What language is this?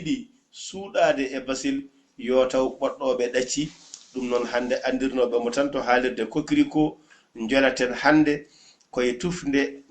Fula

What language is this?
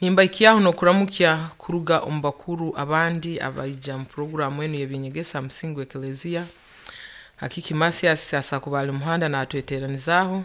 Nyoro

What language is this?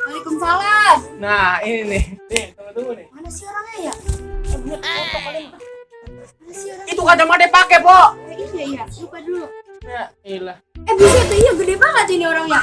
Betawi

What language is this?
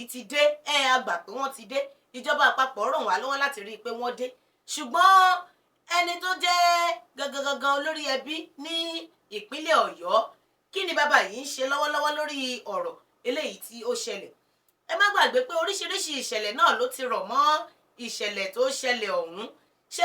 Yoruba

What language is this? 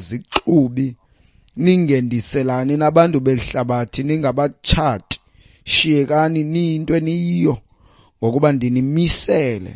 Xhosa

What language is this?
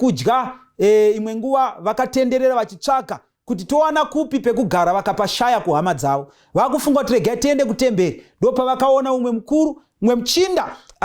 Shona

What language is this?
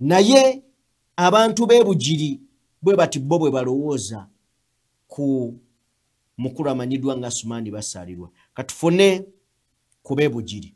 Ganda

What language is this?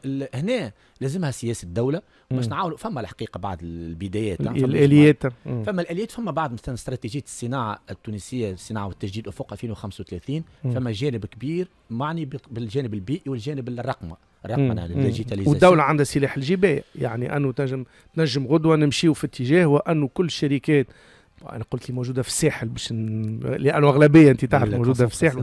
Tunisian Arabic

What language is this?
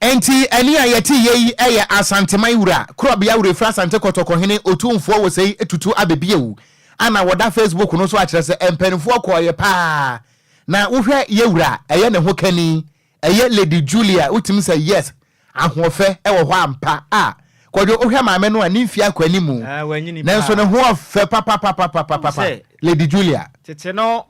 Akan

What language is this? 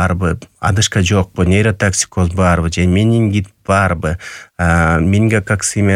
Kyrgyz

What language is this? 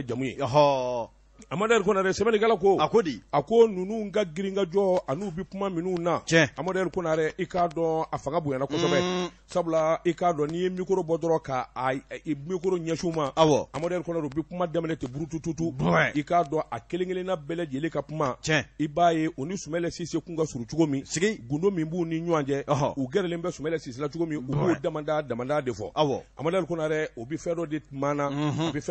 Bambara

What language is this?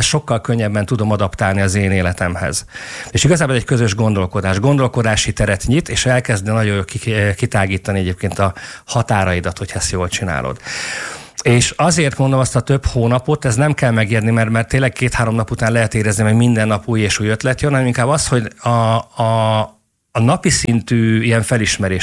Hungarian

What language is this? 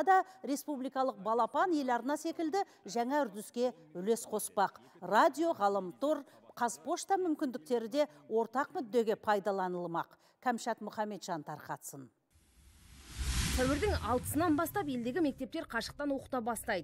Kazakh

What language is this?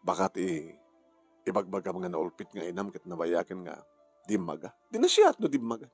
Iloko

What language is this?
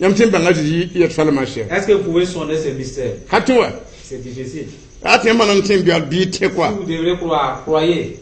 Mossi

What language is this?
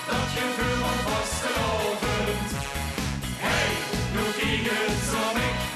Limburgish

